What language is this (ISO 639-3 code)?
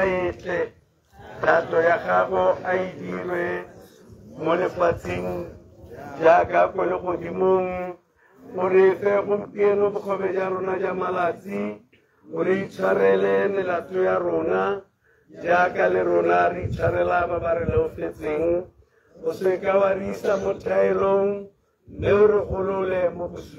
tsn